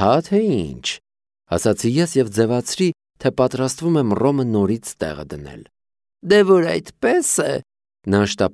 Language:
Armenian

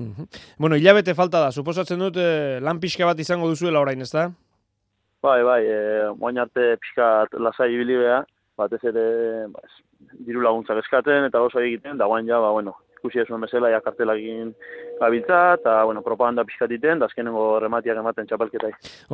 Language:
Basque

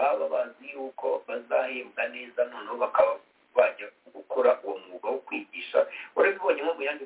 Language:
Kinyarwanda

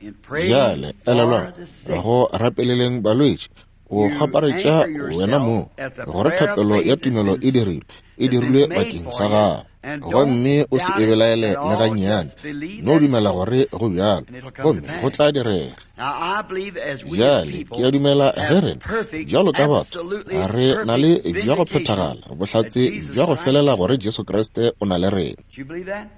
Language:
Northern Sotho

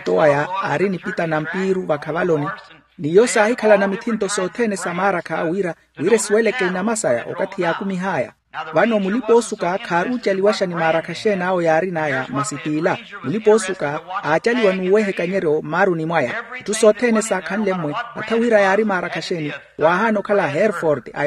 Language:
Makhuwa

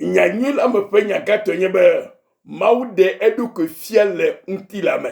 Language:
Ewe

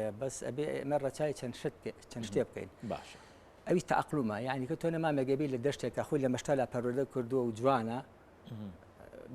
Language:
Central Kurdish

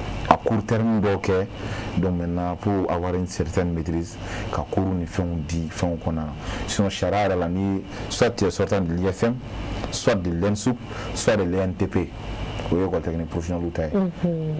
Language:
Bambara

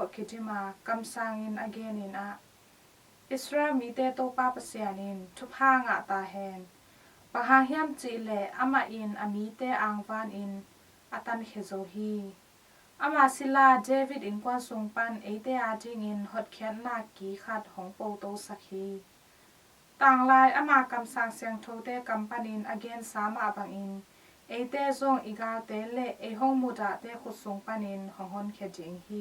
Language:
Tedim Chin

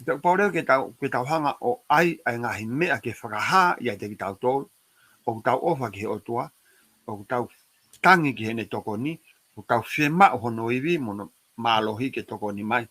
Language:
Tongan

